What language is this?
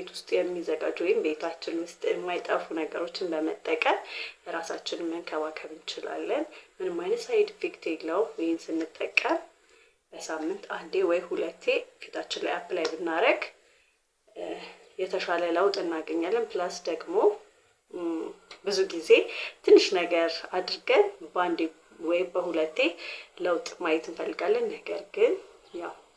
Amharic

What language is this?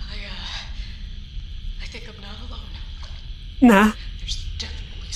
Bavarian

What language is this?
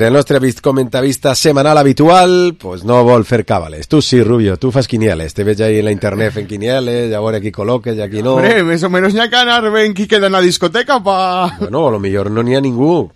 Catalan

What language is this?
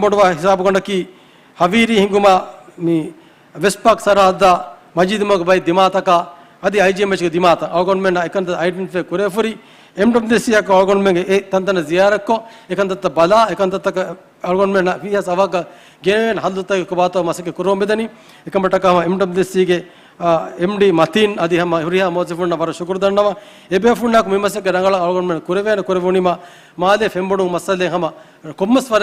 Divehi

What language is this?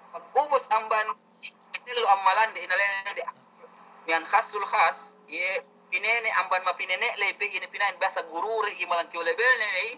Yakan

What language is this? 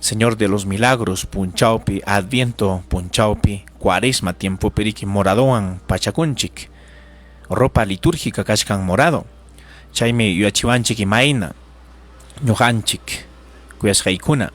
Ayacucho Quechua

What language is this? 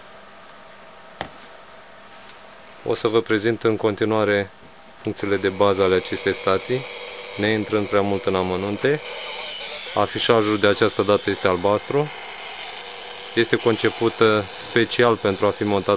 Romanian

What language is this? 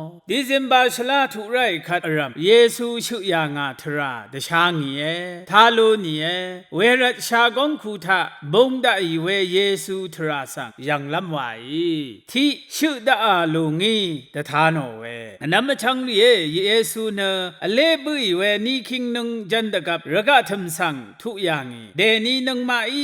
Rawang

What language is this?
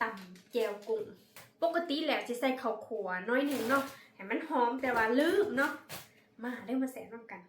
Northeastern Thai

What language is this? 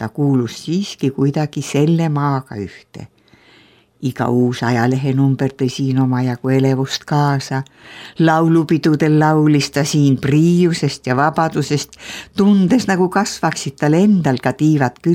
Estonian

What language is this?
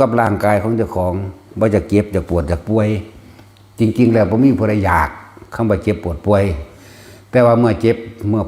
Northeastern Thai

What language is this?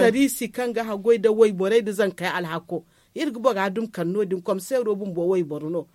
Zarma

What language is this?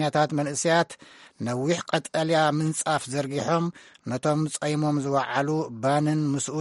Tigrinya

